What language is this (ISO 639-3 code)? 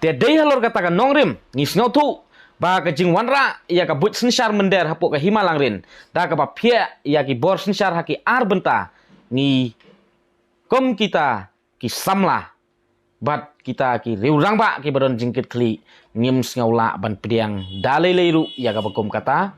kha